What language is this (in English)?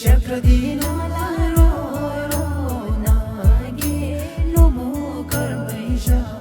Tibetan